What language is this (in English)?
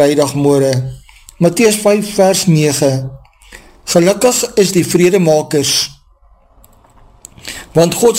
Afrikaans